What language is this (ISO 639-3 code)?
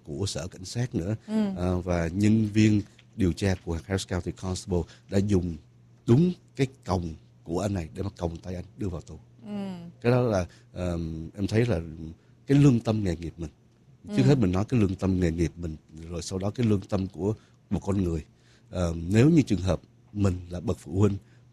vie